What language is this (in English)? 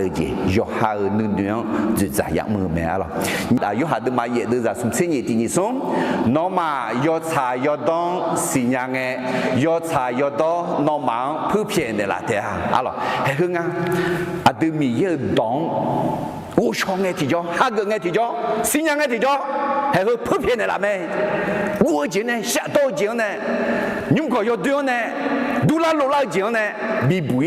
Akha